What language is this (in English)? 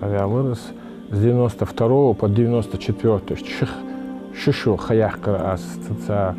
Ingush